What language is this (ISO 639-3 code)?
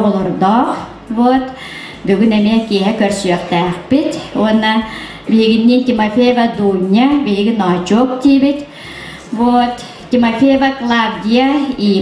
sah